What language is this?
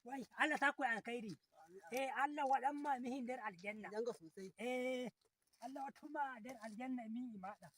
Nigerian Fulfulde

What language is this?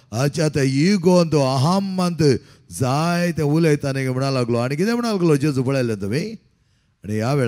Konkani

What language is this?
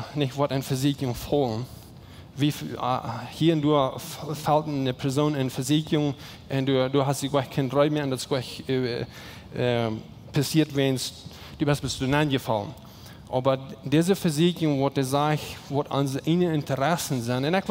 Plautdietsch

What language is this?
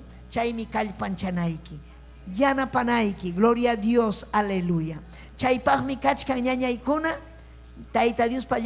Ayacucho Quechua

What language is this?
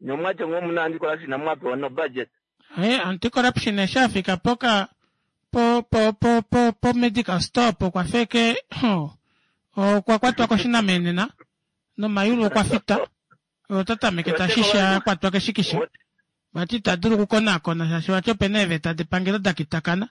Kuanyama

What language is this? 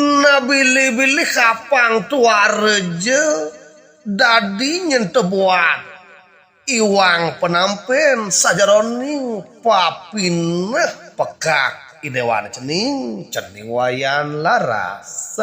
Balinese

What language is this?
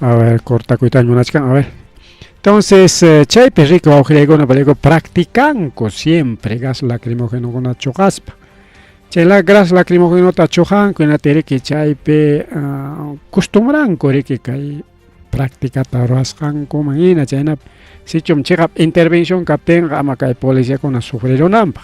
Ayacucho Quechua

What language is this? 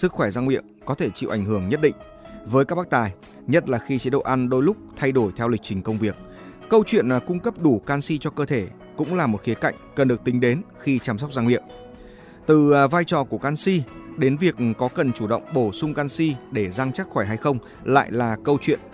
Vietnamese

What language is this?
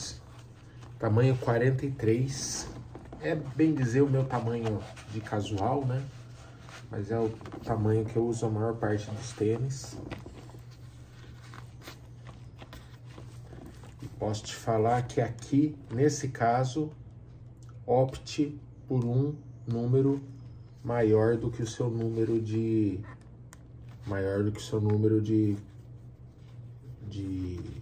Portuguese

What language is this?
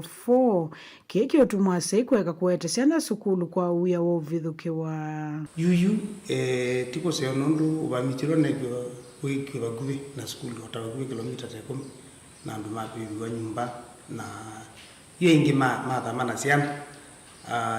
Kamba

